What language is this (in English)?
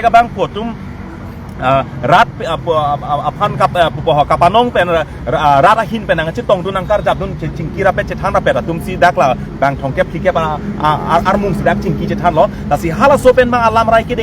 Karbi